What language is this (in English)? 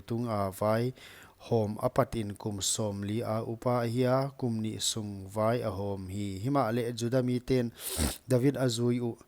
Paite Chin